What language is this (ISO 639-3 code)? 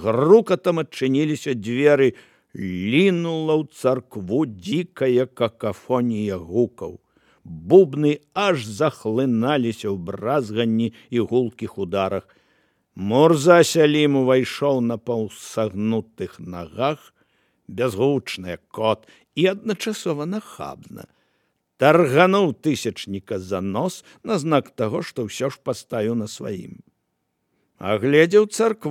bel